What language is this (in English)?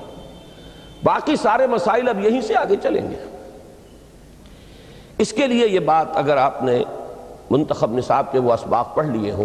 Urdu